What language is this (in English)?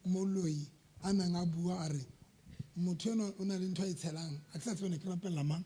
Southern Sotho